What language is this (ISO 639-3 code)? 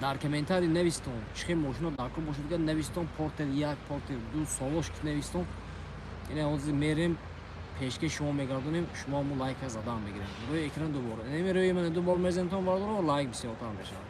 tgk